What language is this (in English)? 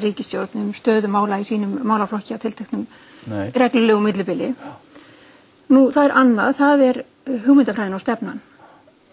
Icelandic